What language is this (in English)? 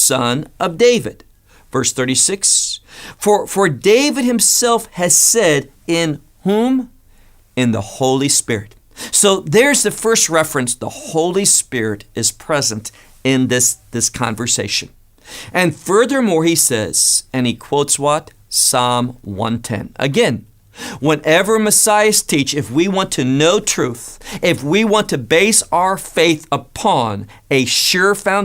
English